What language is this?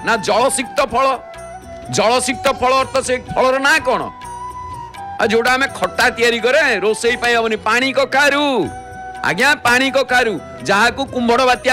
Odia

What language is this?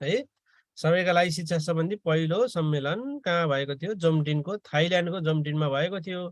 Nepali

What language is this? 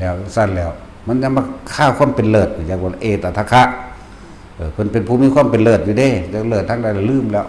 Northeastern Thai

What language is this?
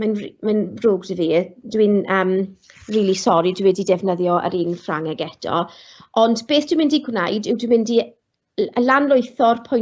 Welsh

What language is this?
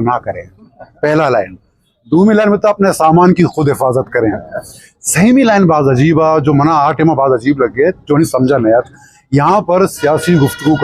Eastern Balochi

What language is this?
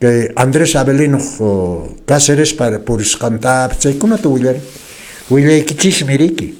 Quechua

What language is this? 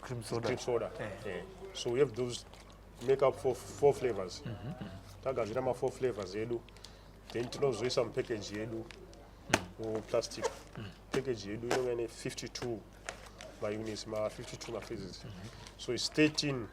Shona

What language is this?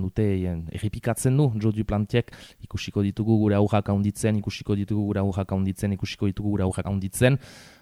Basque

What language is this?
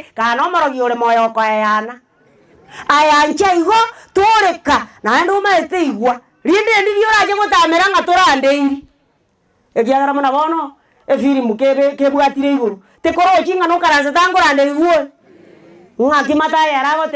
Gusii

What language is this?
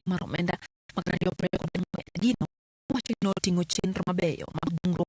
Luo (Kenya and Tanzania)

